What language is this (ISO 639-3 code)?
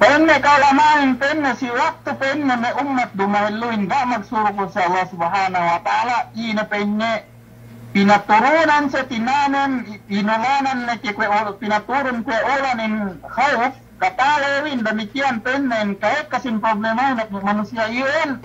yka